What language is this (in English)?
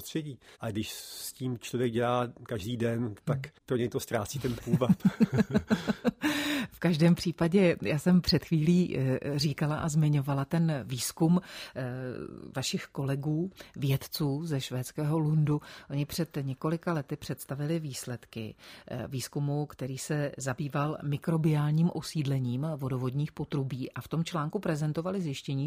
Czech